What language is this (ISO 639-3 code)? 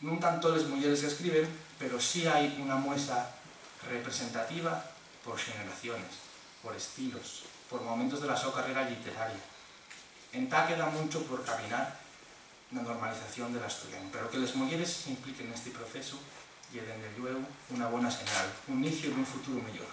ast